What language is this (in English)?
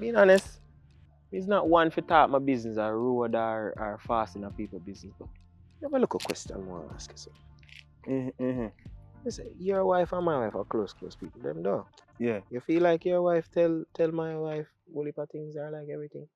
Jamaican Creole English